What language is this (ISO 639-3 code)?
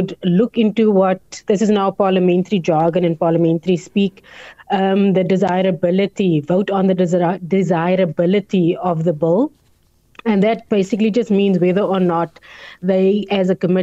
eng